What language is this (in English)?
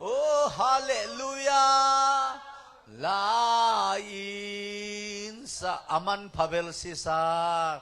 Tedim Chin